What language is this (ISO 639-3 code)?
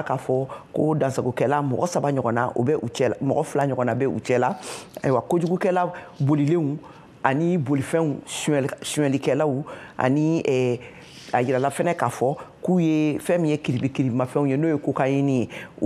bam